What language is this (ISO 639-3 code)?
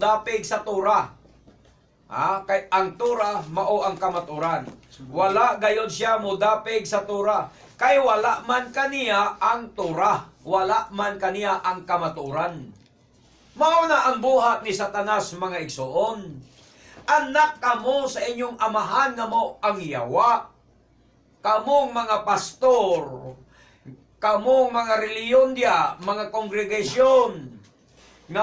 ceb